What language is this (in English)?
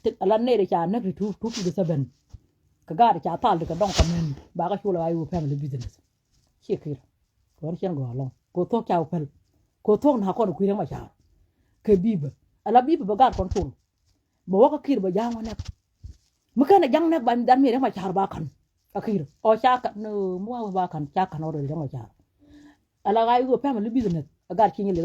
Nuer